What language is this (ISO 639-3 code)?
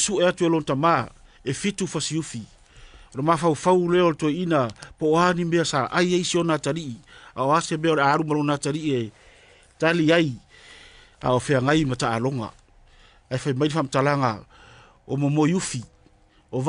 smo